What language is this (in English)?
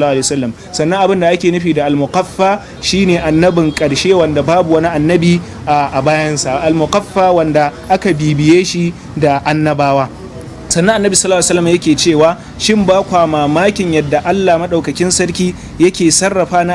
Hausa